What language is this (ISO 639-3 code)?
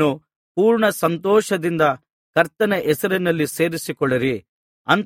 kan